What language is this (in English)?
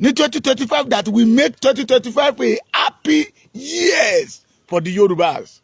Yoruba